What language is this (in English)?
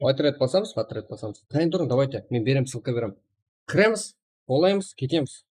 Kara-Kalpak